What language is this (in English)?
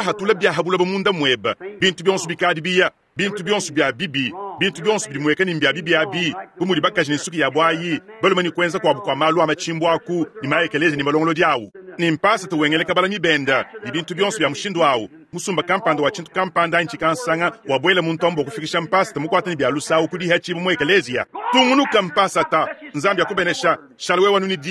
Luba-Lulua